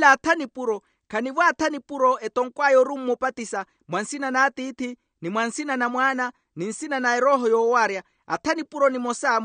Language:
Makhuwa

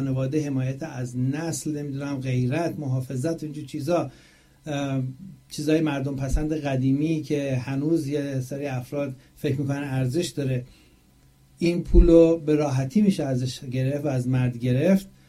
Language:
Persian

